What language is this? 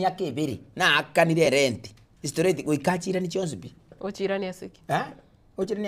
Gusii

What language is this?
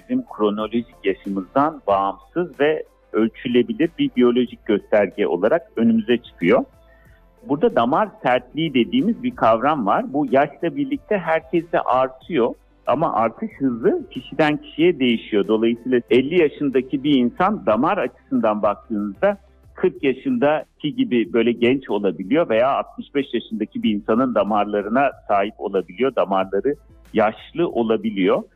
Turkish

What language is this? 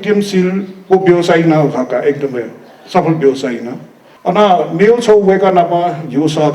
Newari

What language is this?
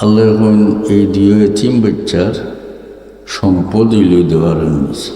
Sylheti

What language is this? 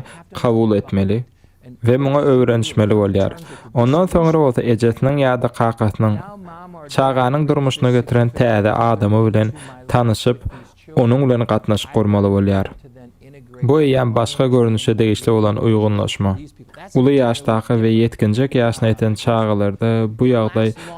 Turkmen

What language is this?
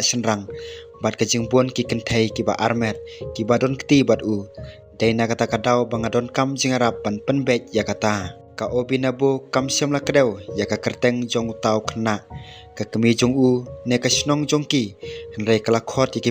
Khasi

